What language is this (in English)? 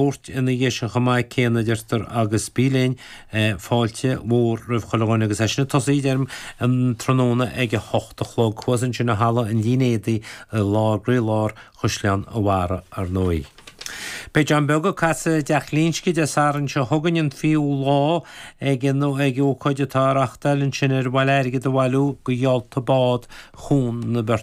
Irish